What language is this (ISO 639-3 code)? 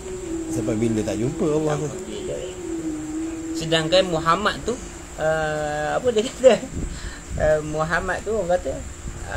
msa